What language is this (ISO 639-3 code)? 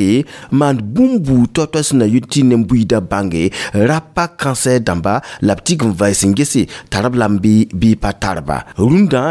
mos